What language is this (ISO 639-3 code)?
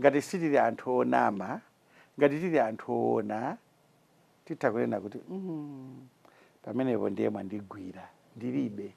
nya